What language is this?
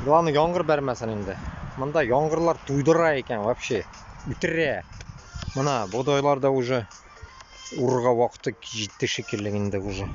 Bashkir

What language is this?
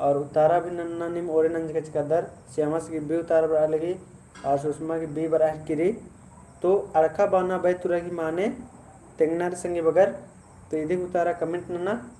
Kurukh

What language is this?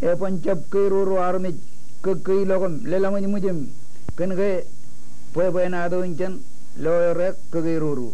Marshallese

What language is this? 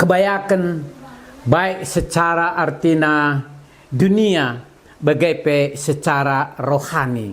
Batak Karo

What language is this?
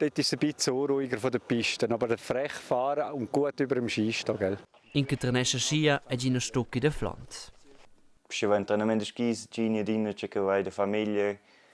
Romansh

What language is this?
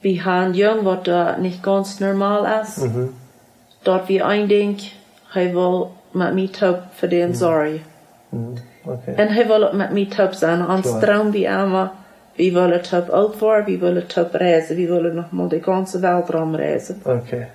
Plautdietsch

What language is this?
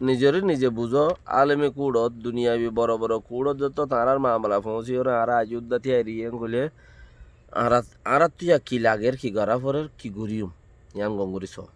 Rohingya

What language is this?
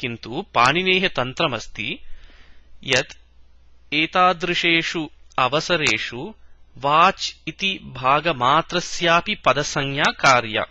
Sanskrit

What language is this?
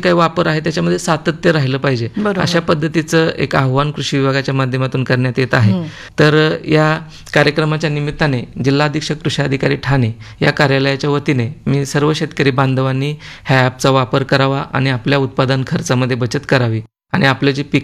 Marathi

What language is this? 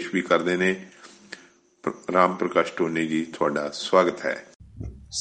Punjabi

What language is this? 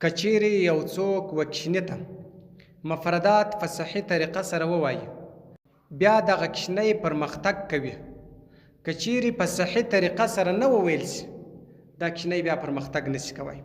Pashto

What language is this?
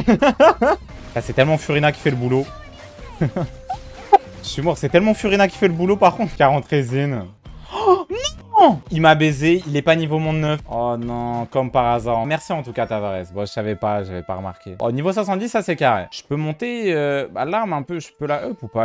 French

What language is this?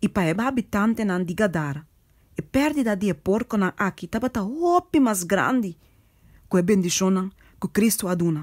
Papiamento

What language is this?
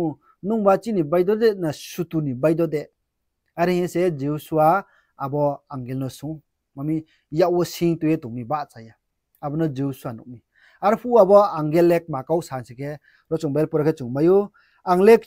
Riang (India)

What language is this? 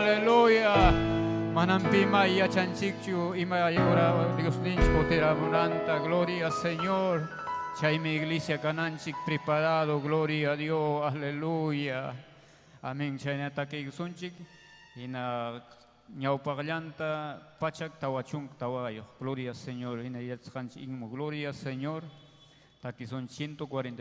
Ayacucho Quechua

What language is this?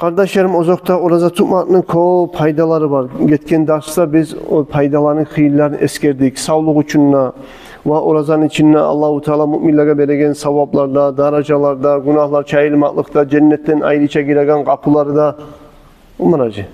Kumyk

